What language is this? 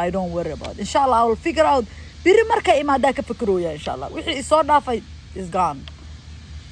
Somali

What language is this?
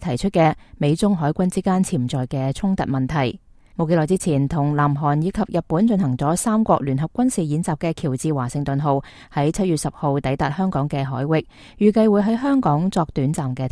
Cantonese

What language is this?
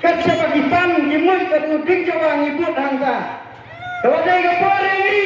Khasi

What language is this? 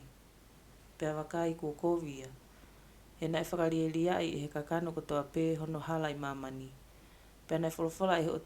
Tongan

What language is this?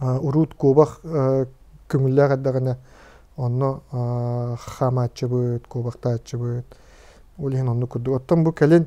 Yakut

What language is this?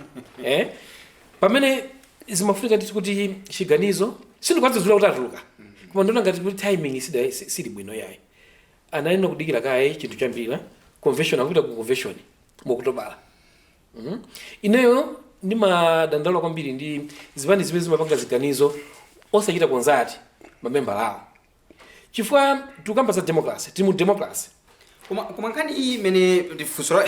Nyanja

